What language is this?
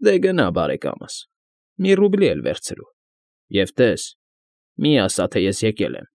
Armenian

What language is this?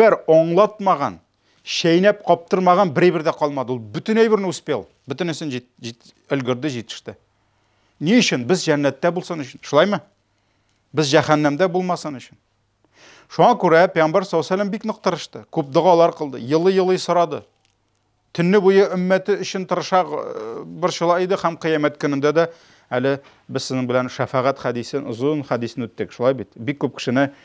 Tatar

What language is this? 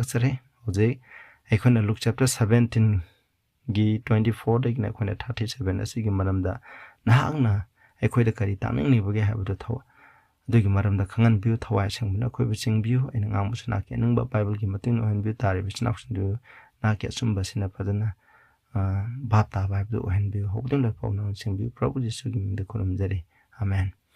Manipuri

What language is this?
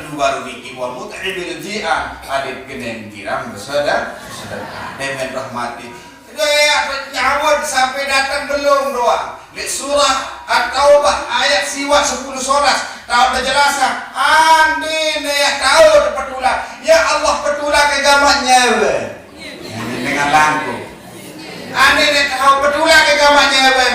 Sasak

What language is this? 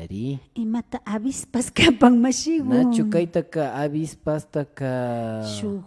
Imbabura Highland Quichua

